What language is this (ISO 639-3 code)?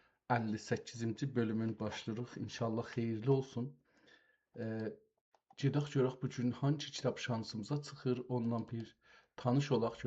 azb